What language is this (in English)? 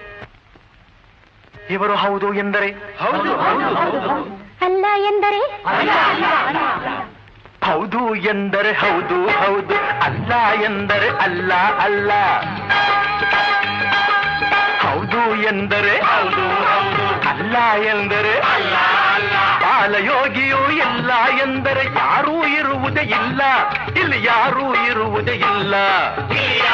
Kannada